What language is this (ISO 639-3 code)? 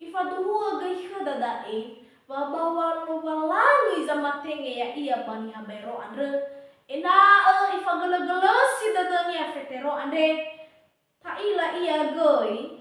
nia